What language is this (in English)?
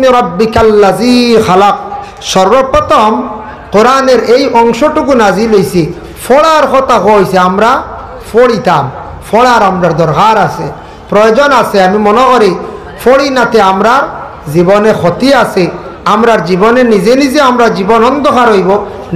Sylheti